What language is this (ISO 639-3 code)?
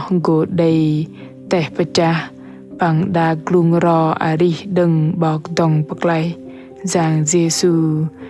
bdq